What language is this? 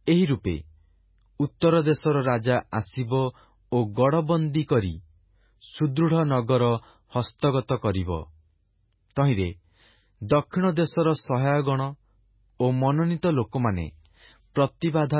Odia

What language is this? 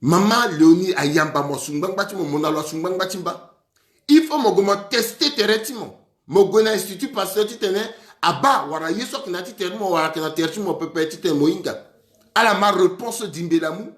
Sango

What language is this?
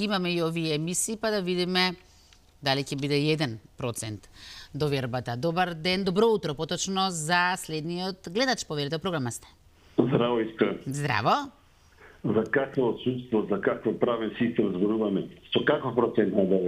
Macedonian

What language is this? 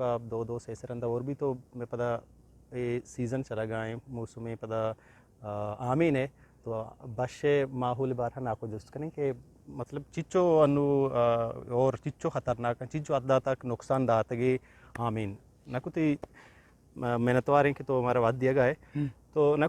Eastern Balochi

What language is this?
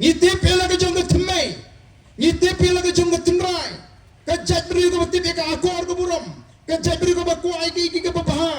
Khasi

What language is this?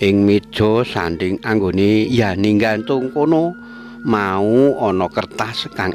Javanese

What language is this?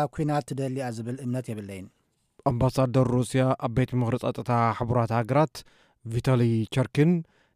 Tigrinya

